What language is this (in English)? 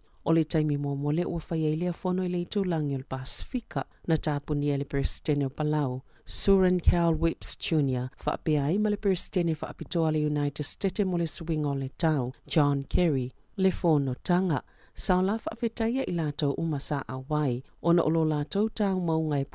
Samoan